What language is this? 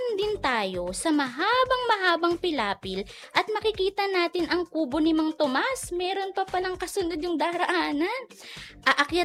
Filipino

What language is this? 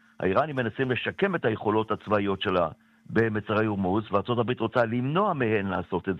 Hebrew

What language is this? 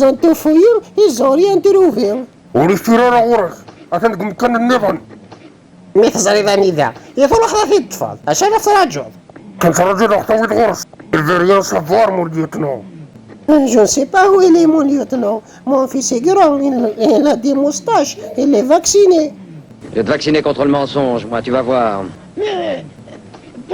Kabyle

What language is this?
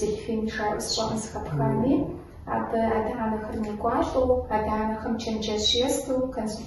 Kabardian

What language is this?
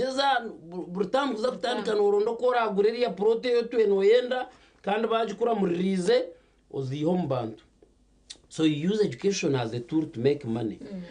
Nyankole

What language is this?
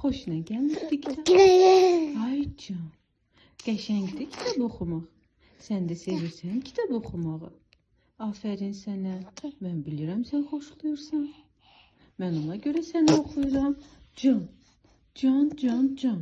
Azerbaijani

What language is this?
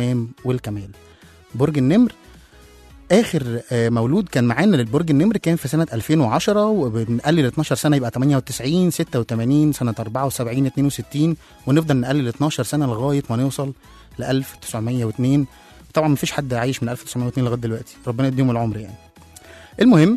Egyptian Arabic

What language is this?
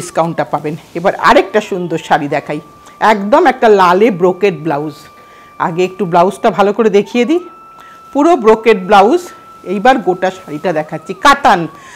Bangla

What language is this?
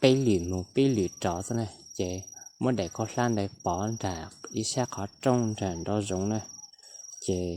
Hmong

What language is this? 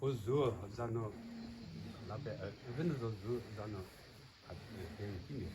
Chokri Naga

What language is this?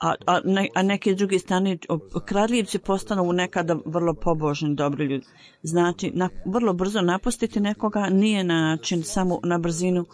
Bosnian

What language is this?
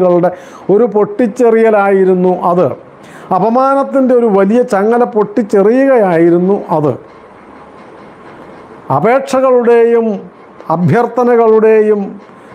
Malayalam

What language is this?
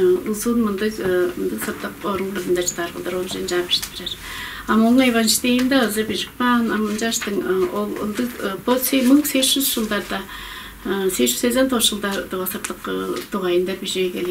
Tuvinian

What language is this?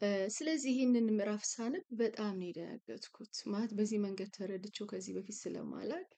Amharic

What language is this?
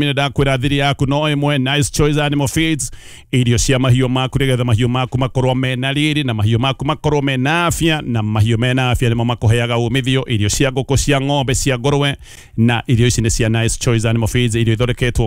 Kikuyu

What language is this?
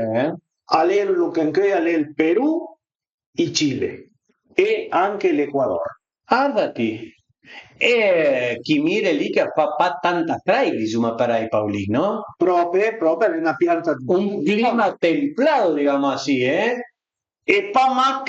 Piedmontese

